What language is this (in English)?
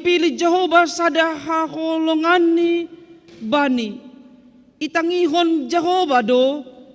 Batak Simalungun